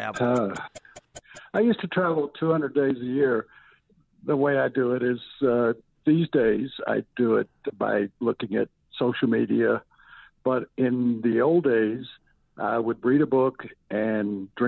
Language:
English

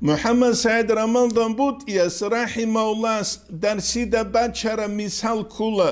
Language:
Avaric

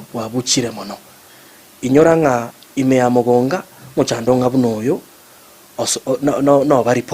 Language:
Gusii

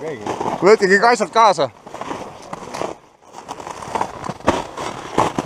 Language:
Estonian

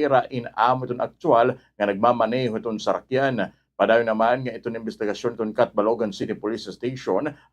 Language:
Waray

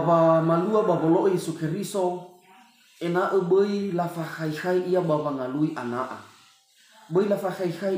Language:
Nias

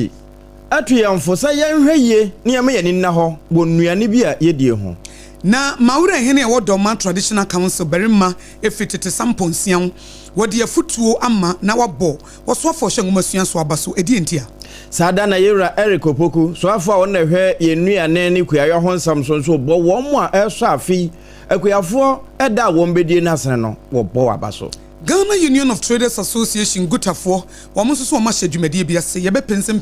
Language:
Akan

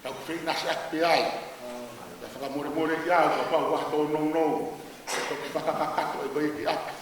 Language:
Tongan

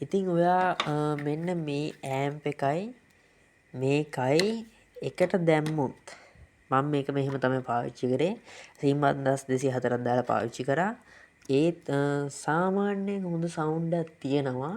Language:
Sinhala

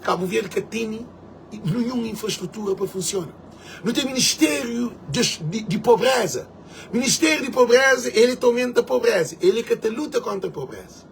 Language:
Kabuverdianu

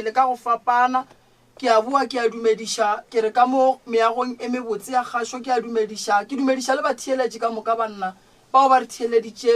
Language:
Northern Sotho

